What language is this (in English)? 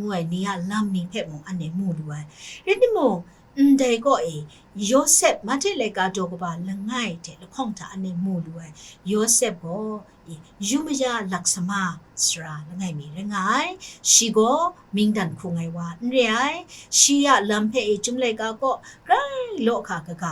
Kachin